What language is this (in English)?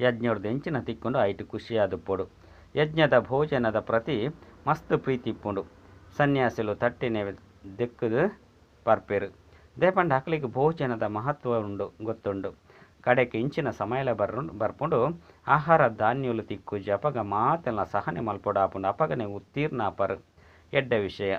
Tulu